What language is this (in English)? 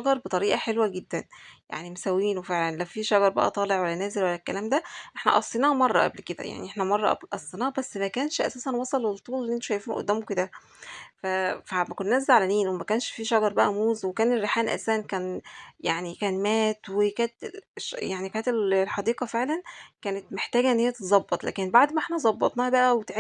Egyptian Arabic